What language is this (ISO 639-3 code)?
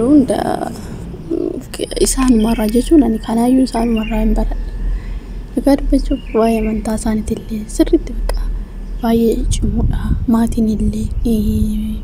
orm